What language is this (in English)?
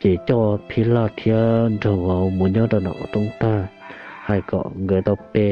Hmong